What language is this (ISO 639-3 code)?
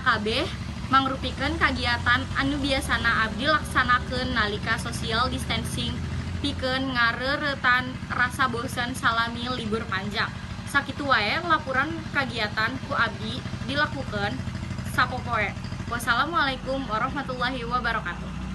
sun